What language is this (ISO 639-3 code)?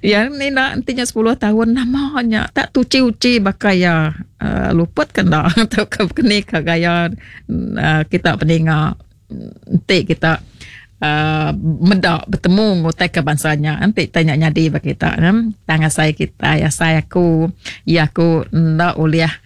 iba